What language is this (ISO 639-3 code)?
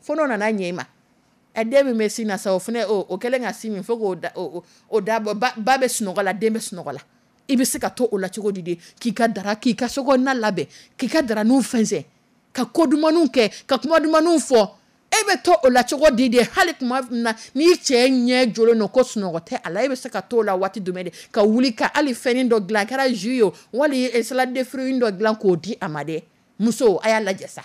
dyu